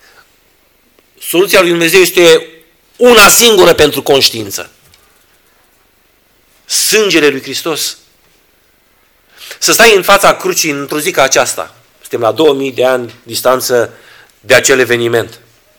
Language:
Romanian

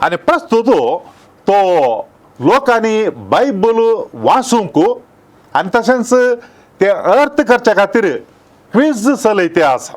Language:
Konkani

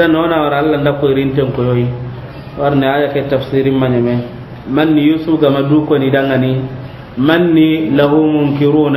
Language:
Soninke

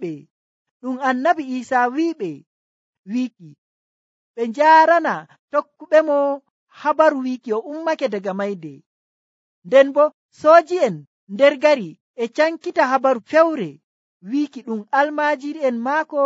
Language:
Nigerian Fulfulde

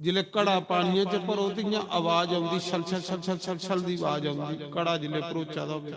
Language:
Dogri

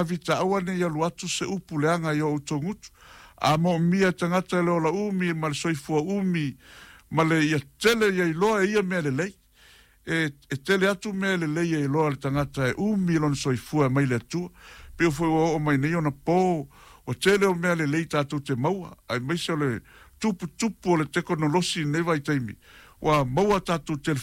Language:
Samoan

